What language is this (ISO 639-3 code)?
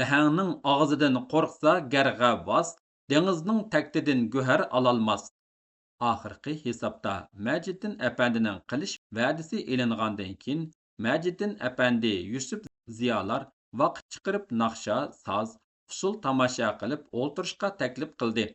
uig